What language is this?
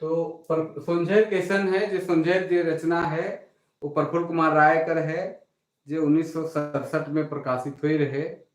Sadri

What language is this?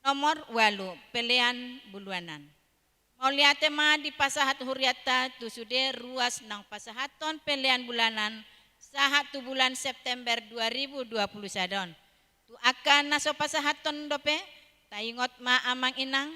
Batak Toba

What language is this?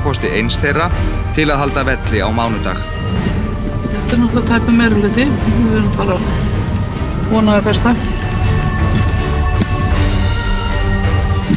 Icelandic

